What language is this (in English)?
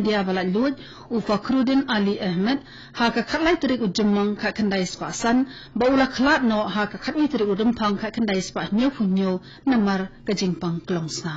Khasi